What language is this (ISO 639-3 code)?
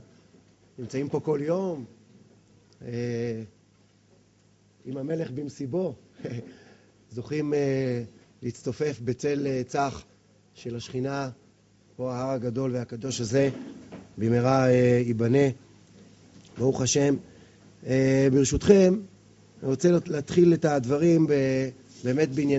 heb